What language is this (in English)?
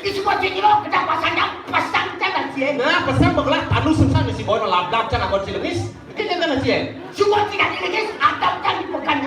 Balinese